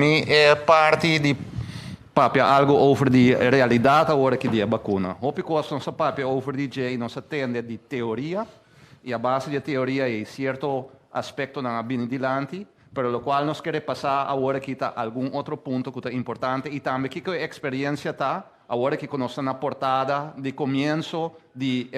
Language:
Papiamento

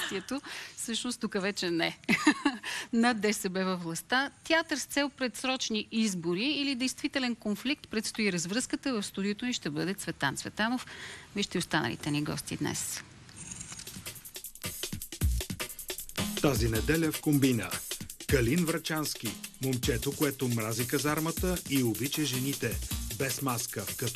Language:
Bulgarian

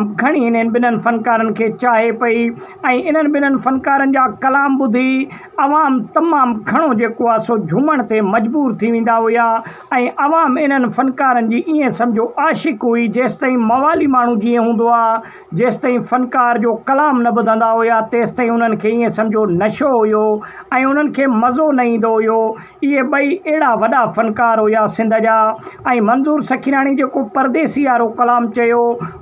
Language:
Sindhi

